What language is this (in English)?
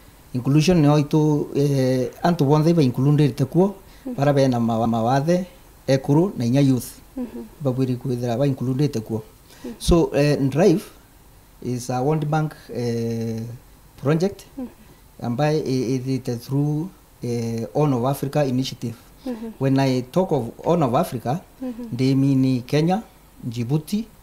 Meru